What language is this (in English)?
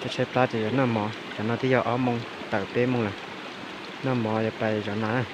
Hmong